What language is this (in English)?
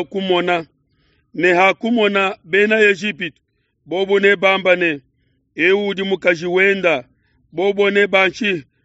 Luba-Lulua